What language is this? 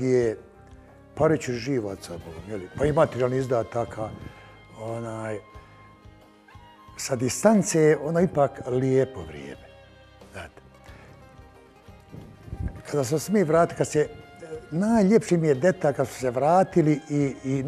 Bosnian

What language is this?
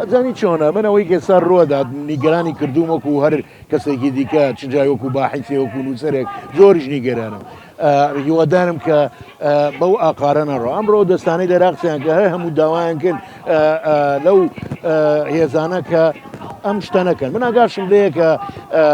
Central Kurdish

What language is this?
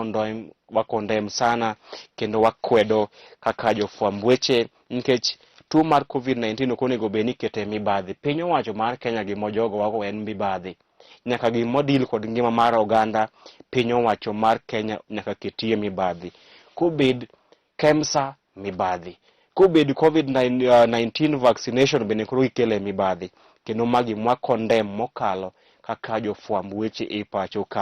Luo (Kenya and Tanzania)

